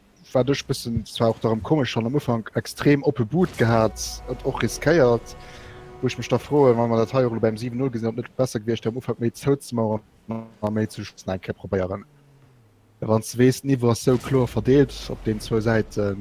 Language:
Luxembourgish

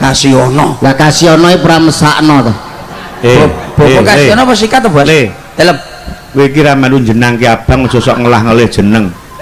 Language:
Javanese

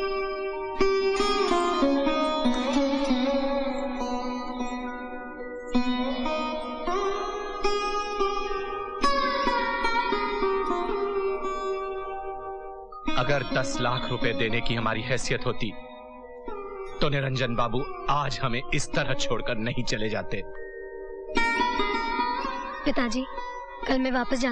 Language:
Hindi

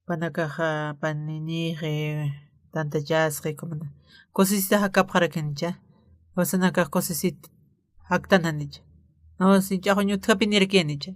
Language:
Aymara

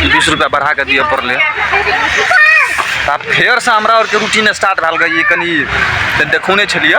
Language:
Maithili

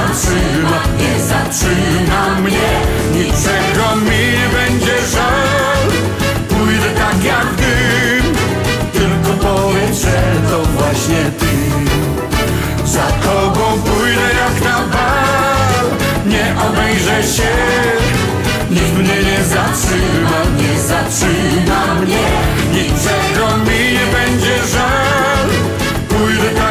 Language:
Polish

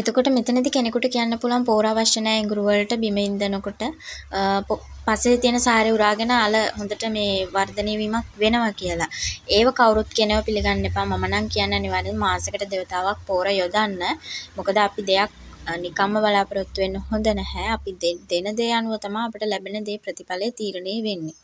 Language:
Sinhala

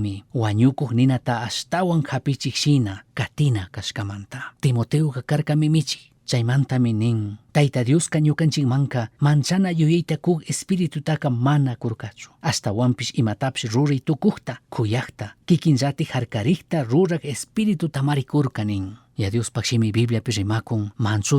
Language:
Chimborazo Highland Quichua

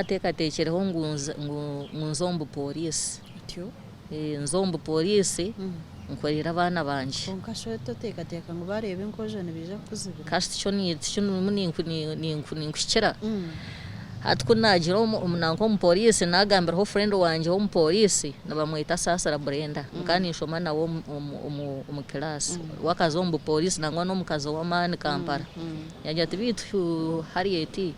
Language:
Nyankole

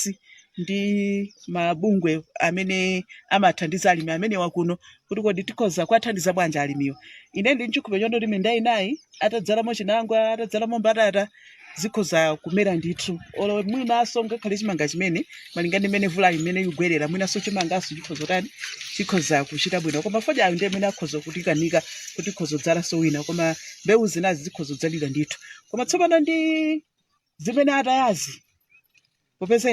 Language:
Nyanja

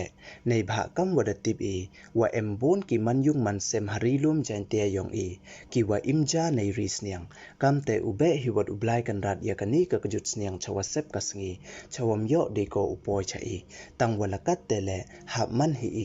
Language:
Pnar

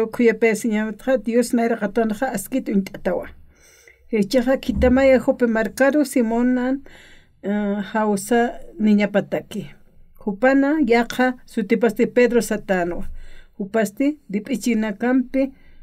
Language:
Aymara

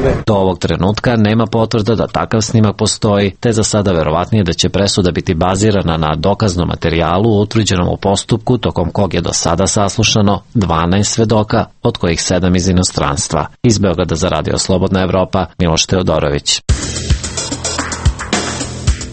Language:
Serbian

